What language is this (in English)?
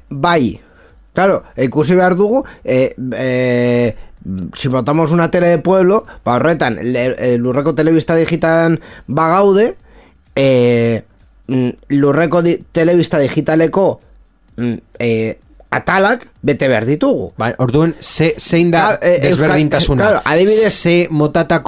Basque